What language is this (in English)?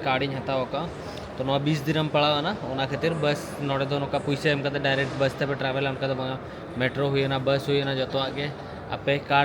Santali